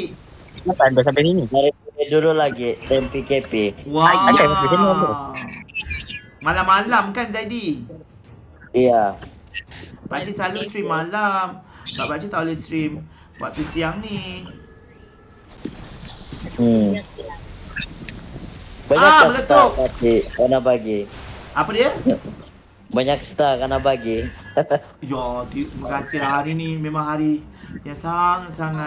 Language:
Malay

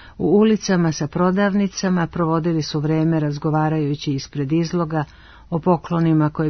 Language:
Serbian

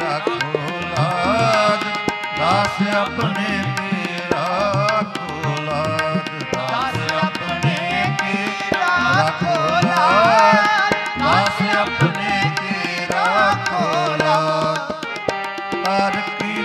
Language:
Punjabi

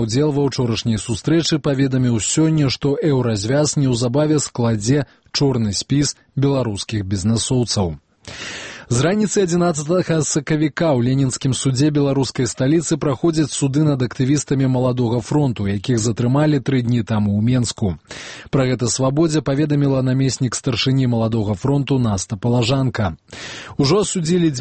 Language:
Belarusian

